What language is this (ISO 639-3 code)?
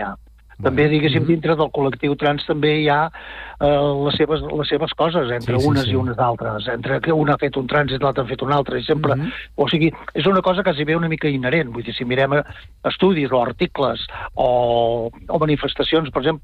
cat